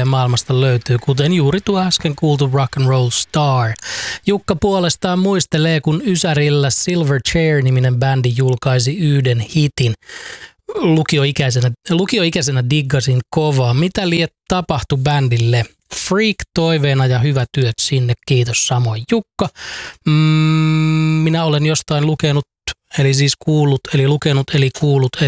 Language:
Finnish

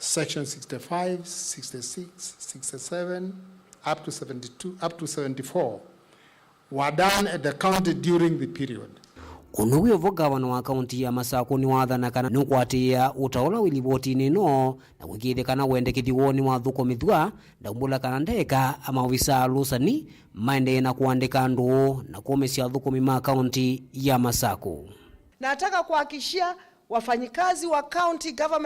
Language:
Kamba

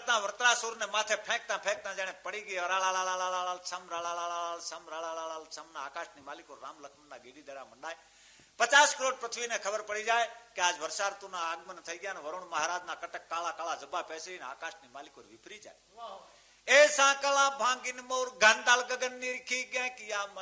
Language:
Gujarati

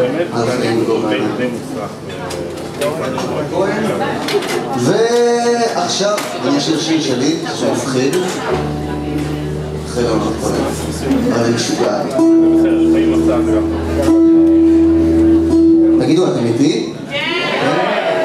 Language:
Hebrew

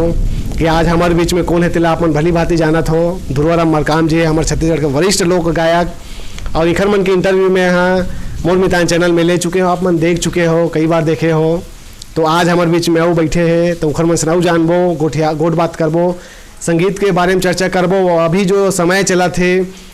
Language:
Chhattisgarhi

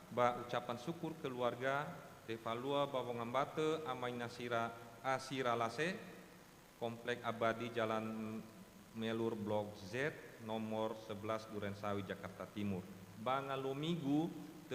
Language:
Nias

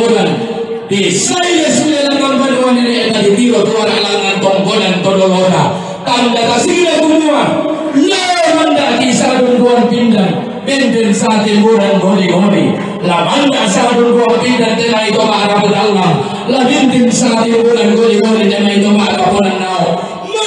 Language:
Toraja-Sa'dan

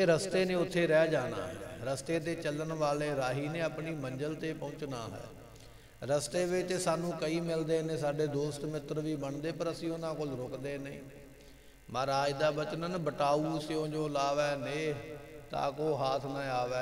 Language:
Punjabi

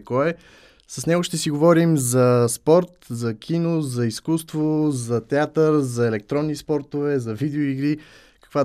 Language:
Bulgarian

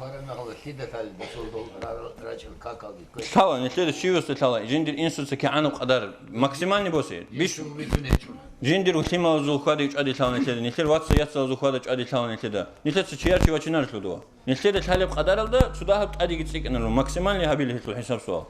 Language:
Avaric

